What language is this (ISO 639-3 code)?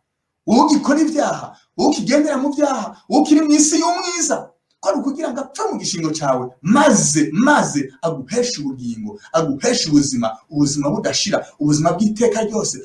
run